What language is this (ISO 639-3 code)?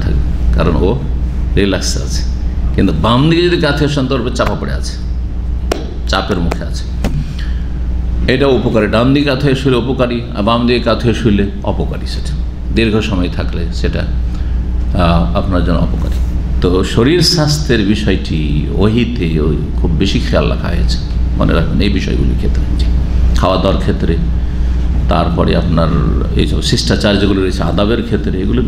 ben